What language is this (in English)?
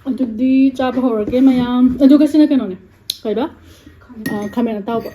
Manipuri